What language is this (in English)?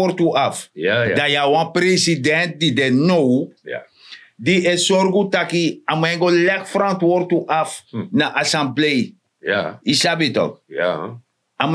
Sranan Tongo